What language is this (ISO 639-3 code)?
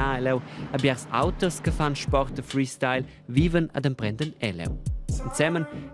roh